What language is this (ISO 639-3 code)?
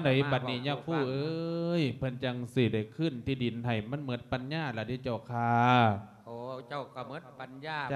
lao